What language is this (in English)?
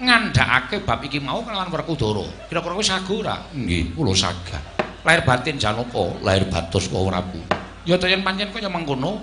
Javanese